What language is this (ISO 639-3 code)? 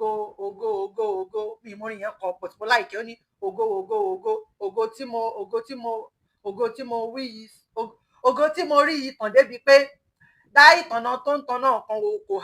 yor